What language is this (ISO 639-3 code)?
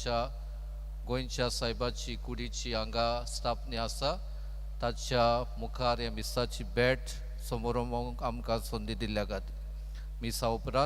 kok